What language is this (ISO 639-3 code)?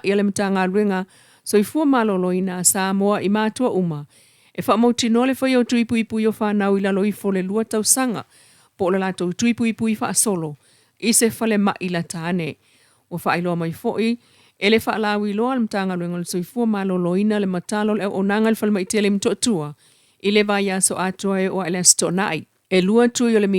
smo